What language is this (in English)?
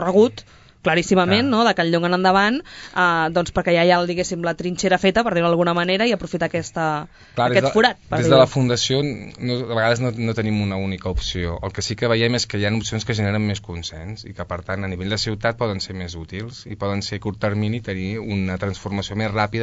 Catalan